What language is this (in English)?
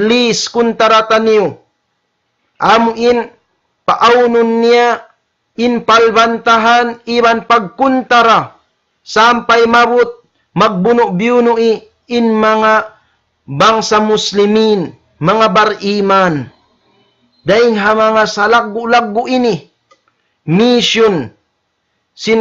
Tausug